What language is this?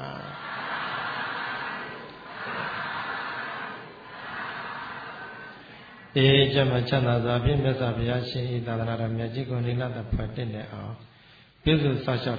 Burmese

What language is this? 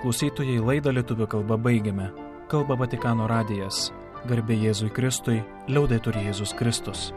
Lithuanian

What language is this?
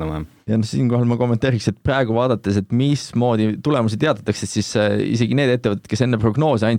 Estonian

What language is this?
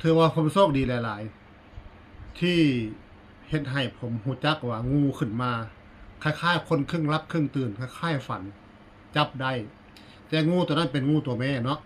Northeastern Thai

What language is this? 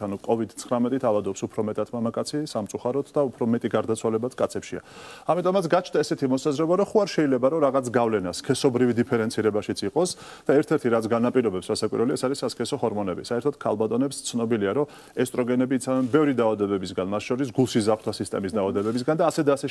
Georgian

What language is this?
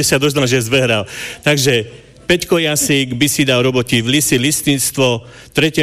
Slovak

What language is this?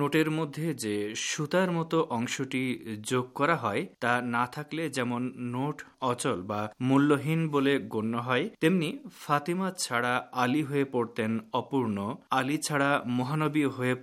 Bangla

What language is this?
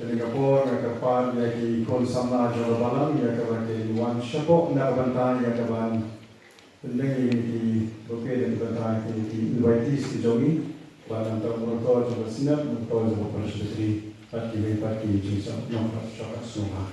Khasi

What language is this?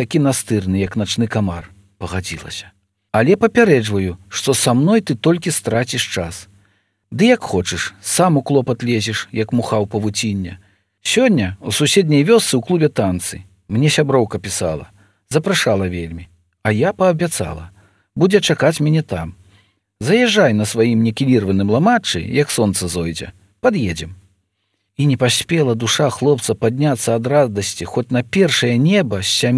Belarusian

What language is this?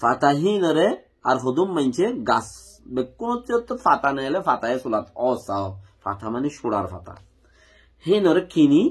Rohingya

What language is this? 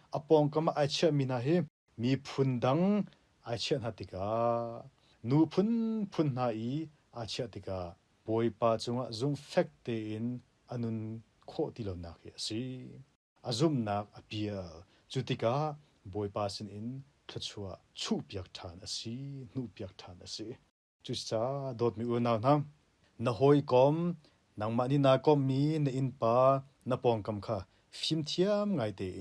Hakha Chin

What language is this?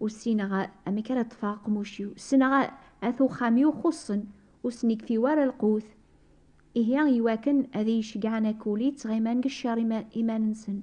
Kabyle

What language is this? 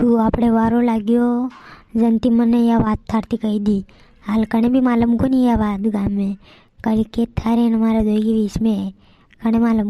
Rajasthani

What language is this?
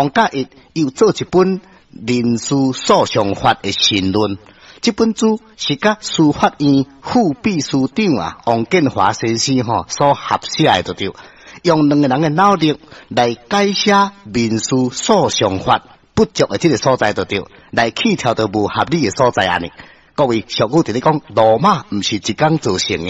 Min Nan Chinese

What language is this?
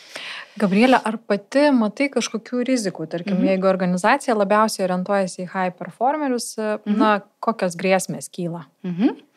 Lithuanian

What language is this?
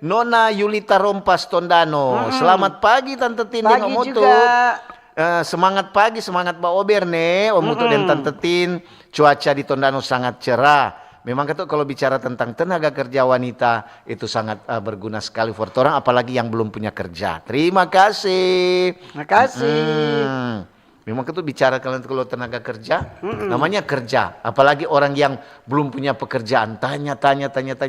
Manado Malay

